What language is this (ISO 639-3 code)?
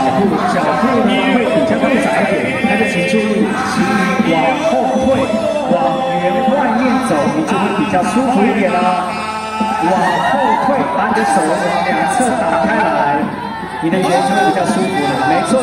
zho